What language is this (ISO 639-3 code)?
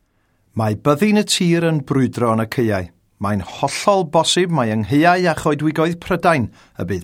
cym